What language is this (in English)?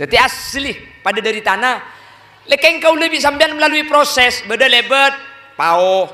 Madurese